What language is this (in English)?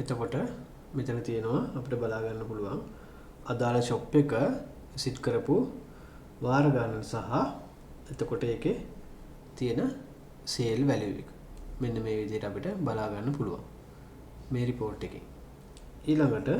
Sinhala